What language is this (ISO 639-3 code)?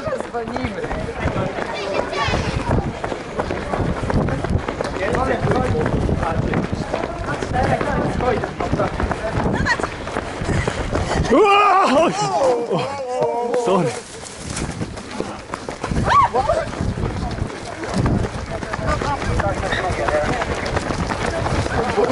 pol